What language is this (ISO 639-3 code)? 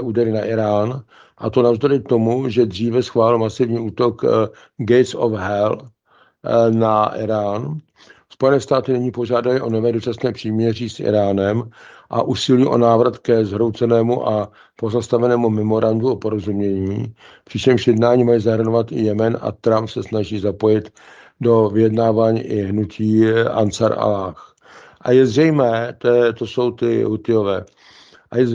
ces